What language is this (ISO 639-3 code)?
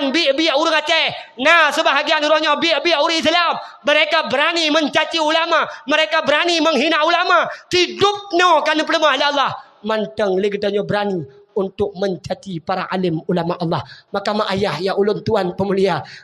ace